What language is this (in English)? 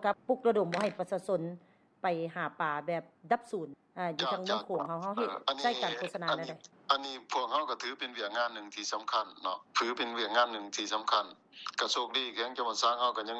Lao